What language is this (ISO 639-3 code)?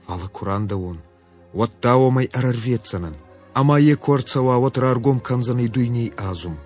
oss